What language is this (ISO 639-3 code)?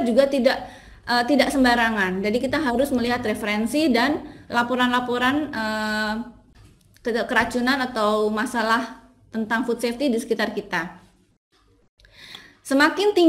ind